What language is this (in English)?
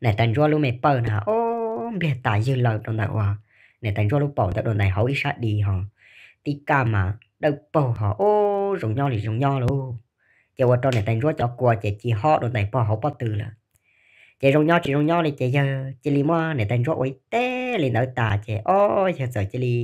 Hmong